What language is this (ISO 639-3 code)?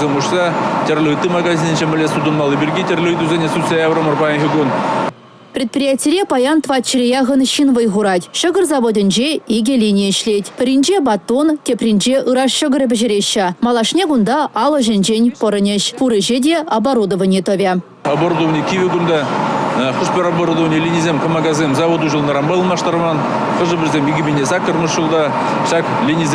chv